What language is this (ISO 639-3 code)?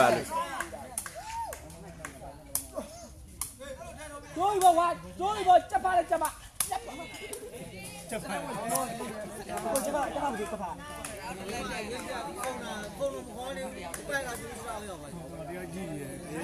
mya